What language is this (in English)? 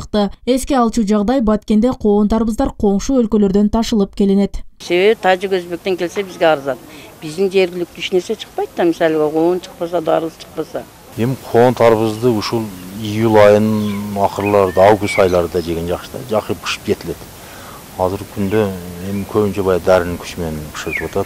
Kyrgyz